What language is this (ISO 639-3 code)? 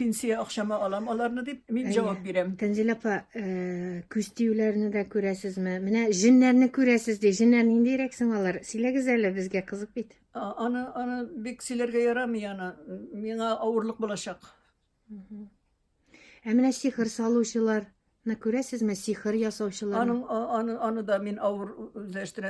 tat